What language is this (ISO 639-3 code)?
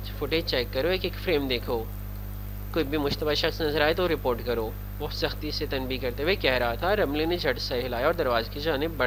urd